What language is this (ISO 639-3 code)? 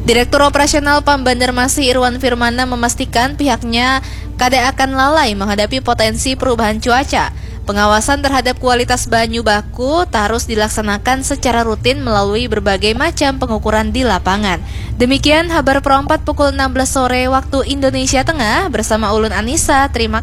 bjn